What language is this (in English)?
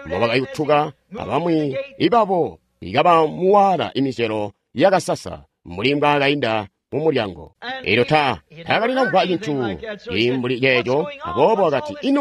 Tonga (Zambia)